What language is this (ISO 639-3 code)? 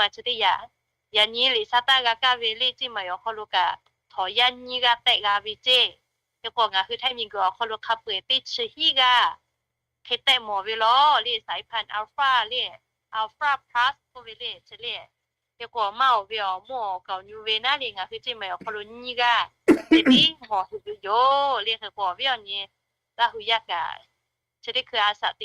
lhu